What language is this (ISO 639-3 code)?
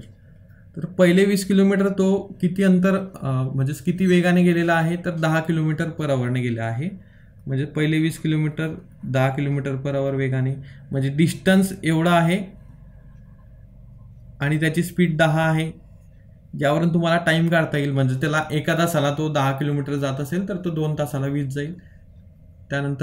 mar